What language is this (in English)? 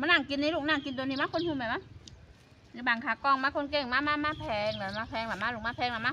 Lao